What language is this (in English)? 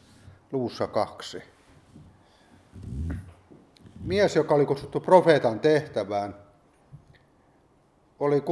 Finnish